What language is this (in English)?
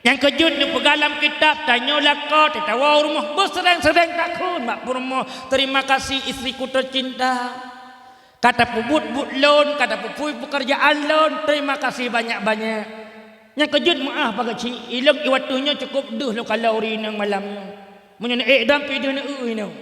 Achinese